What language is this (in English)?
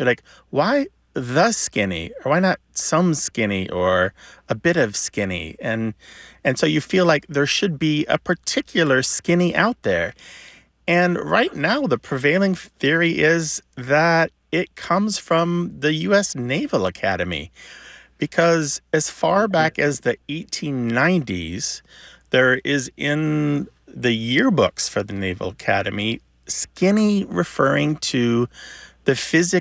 English